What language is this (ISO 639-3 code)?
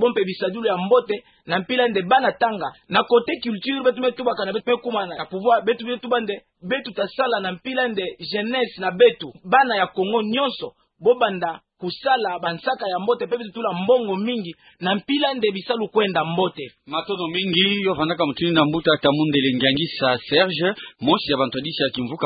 ktu